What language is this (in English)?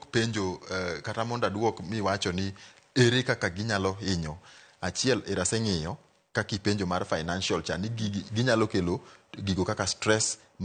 Luo (Kenya and Tanzania)